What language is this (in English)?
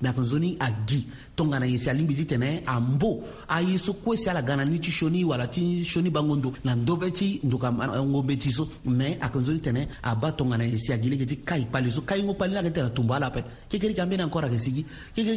Sango